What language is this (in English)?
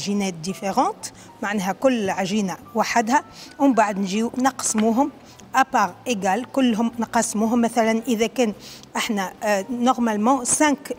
Tunisian Arabic